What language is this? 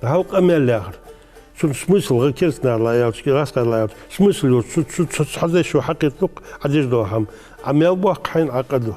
Ingush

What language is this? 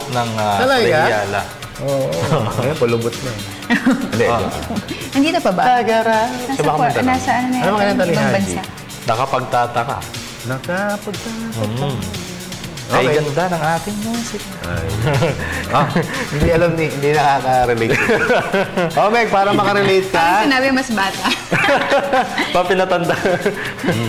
Filipino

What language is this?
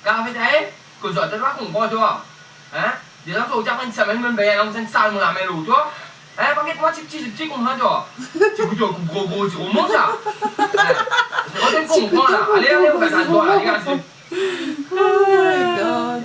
Morisyen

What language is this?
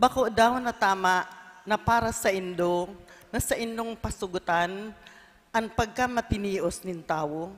Bikol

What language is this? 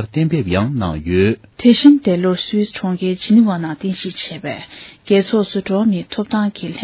Tibetan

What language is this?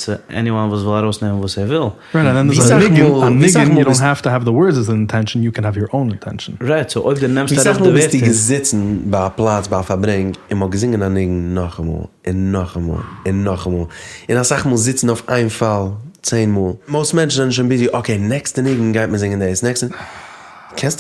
Yiddish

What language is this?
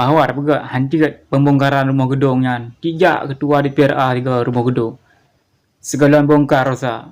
Achinese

